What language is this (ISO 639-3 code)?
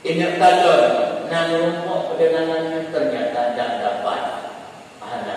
ace